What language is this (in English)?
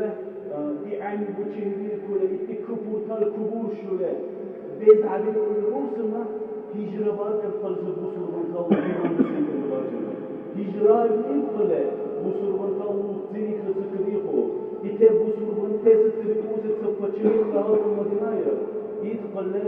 Dargwa